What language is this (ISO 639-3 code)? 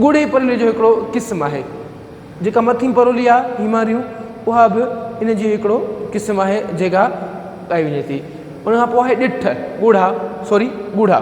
snd